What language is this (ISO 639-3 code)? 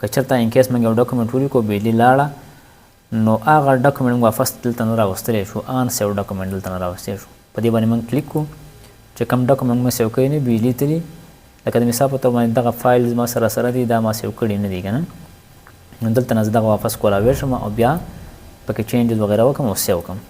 pus